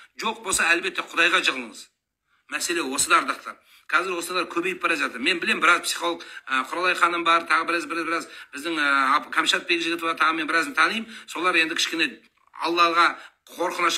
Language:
Kazakh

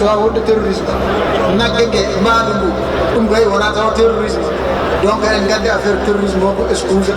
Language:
Maasina Fulfulde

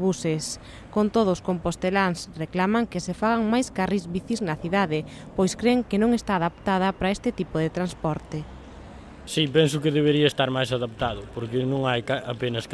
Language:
Galician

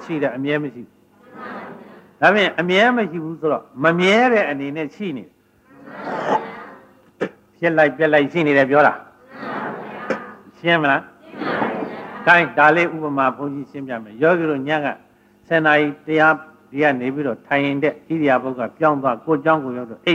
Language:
Burmese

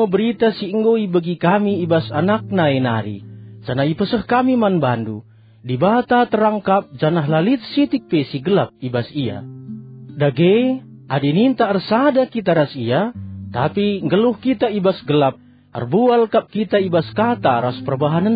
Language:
Batak Karo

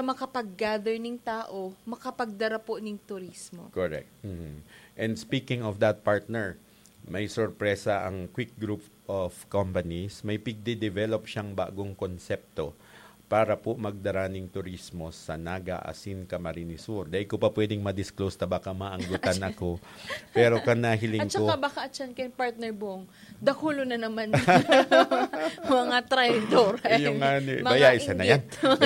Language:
Bikol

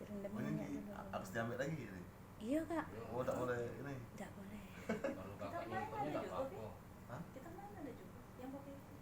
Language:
Musi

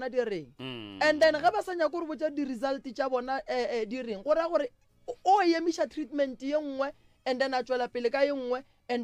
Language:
Northern Sotho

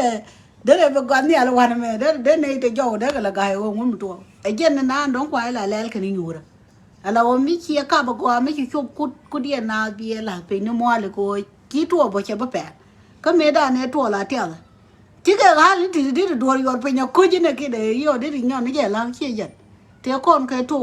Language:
Nuer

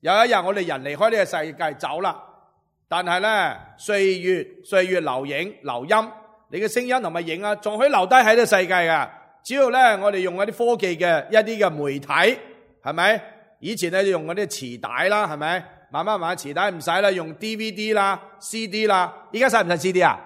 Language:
Cantonese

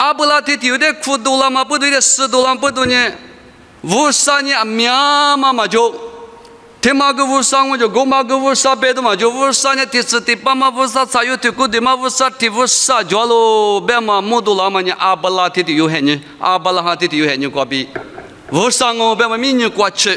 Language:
Lisu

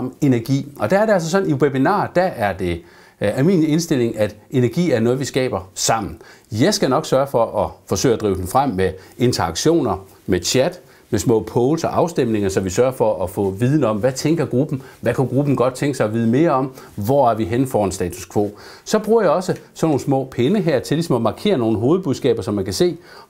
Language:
Danish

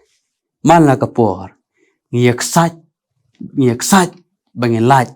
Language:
Khasi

